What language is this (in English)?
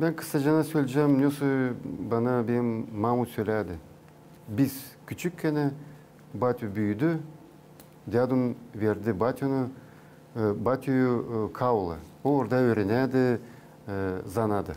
Gagauz